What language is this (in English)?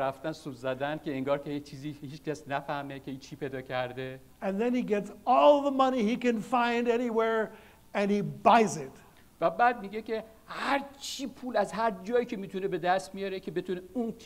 Persian